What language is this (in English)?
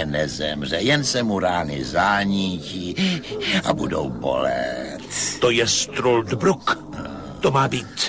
Czech